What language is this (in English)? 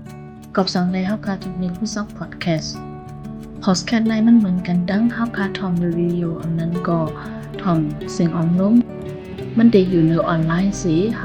Shan